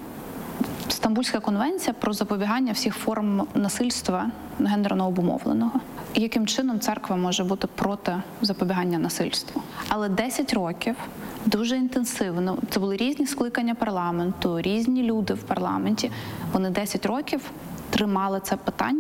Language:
Ukrainian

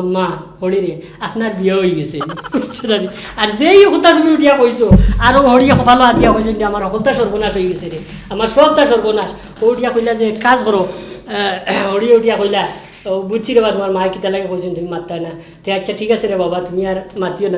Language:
Sylheti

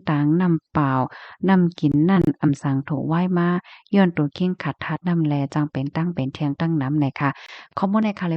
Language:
Shan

